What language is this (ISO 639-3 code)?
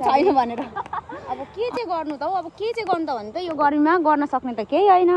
nep